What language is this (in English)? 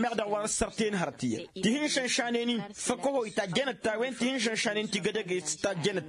Tamasheq